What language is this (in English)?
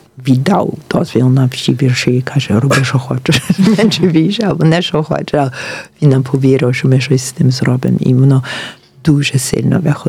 Ukrainian